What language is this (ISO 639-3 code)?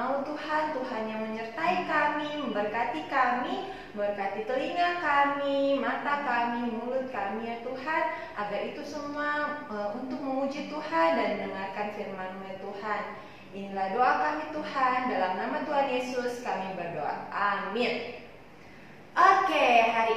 ind